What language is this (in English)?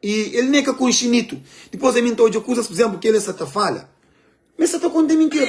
Kabuverdianu